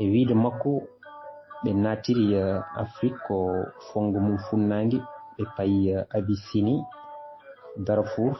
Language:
Fula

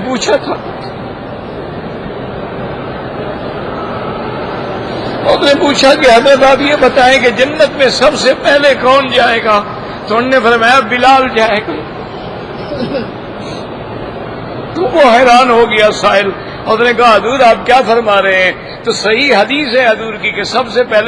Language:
Urdu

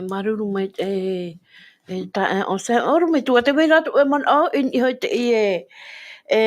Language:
Tahitian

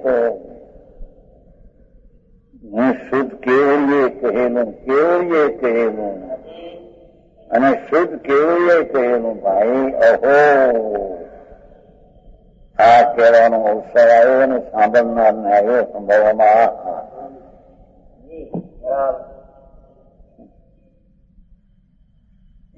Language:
Gujarati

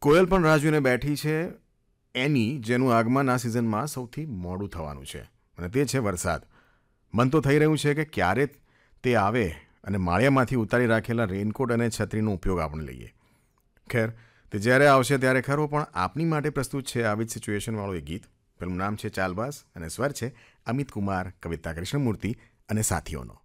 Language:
Gujarati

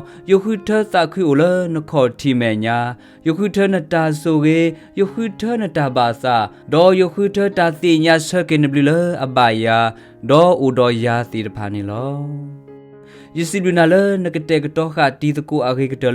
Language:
S'gaw Karen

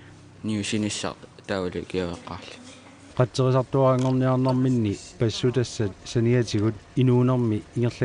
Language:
Kalaallisut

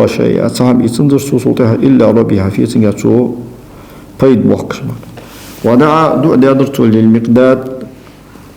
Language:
Ingush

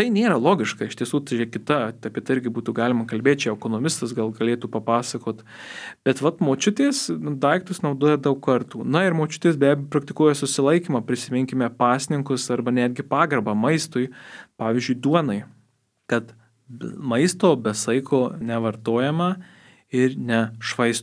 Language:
Lithuanian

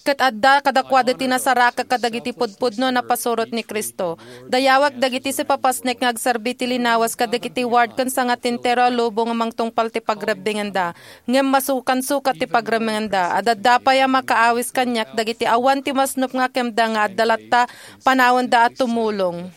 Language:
Iloko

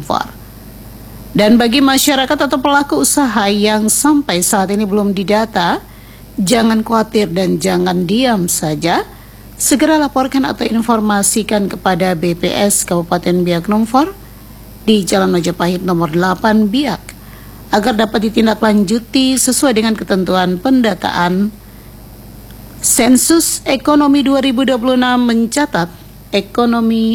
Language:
Indonesian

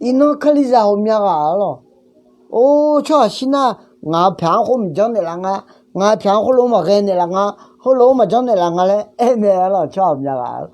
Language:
Akha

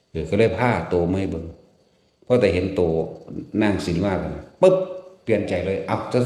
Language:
Northeastern Thai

